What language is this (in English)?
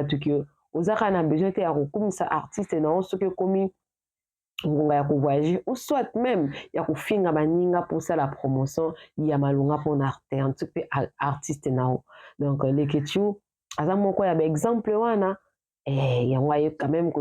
Lingala